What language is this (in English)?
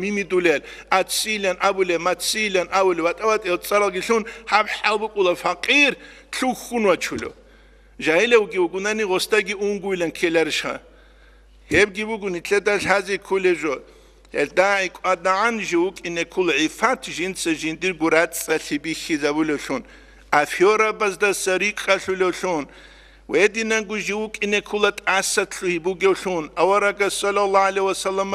Avaric